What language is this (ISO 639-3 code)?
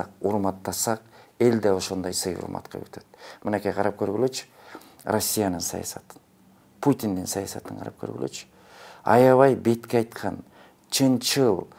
kir